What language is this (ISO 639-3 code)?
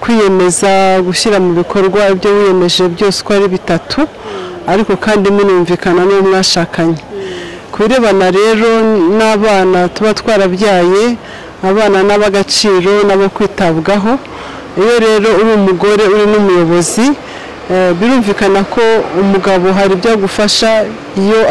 kin